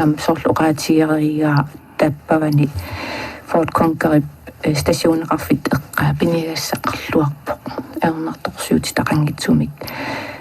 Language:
Kalaallisut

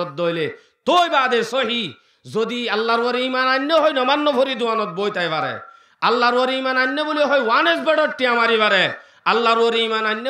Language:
Rohingya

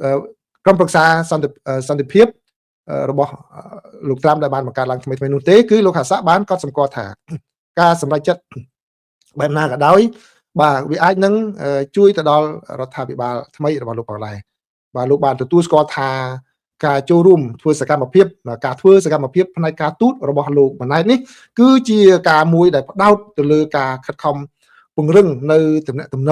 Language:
Khmer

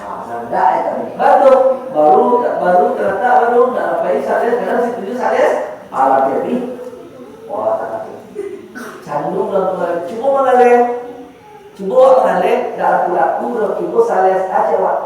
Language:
Minangkabau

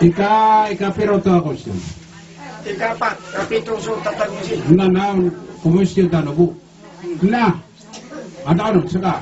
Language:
Maranao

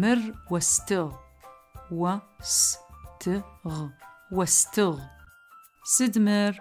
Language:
Adyghe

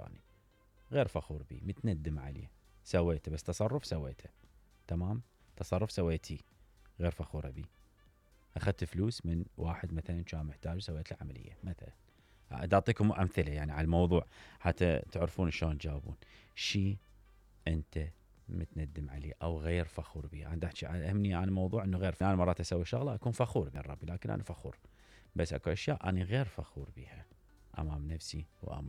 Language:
Mesopotamian Arabic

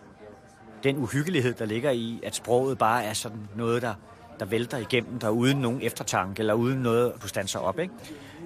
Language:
Danish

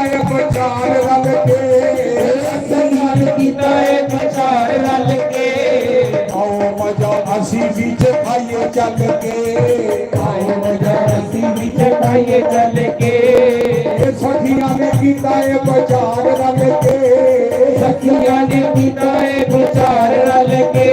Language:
Dogri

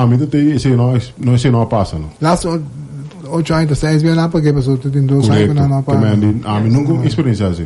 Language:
Papiamento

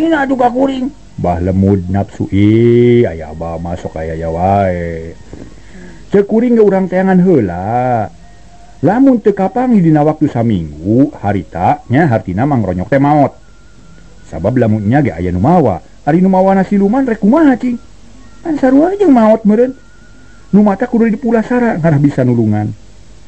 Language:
Sundanese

